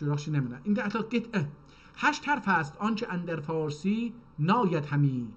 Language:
South Azerbaijani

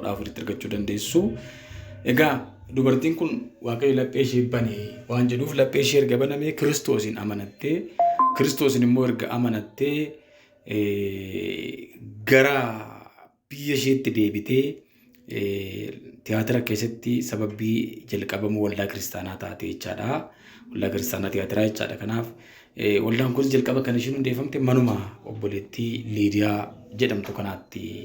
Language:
Oromo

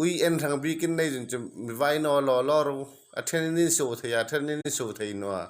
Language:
Hmar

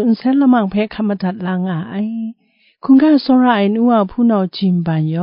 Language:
Kachin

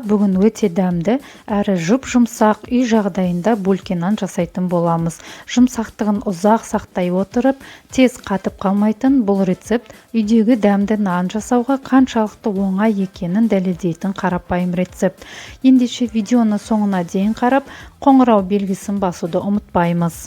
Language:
Kazakh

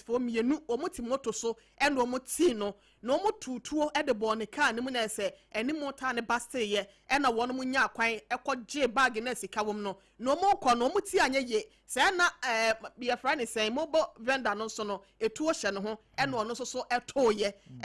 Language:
Akan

